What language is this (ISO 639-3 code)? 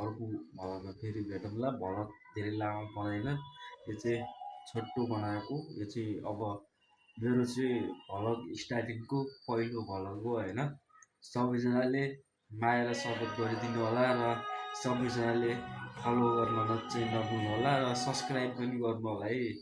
nep